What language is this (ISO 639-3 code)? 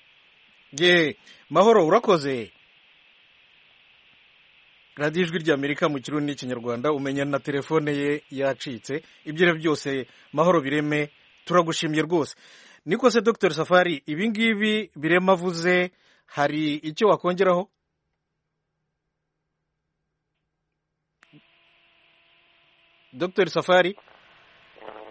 kin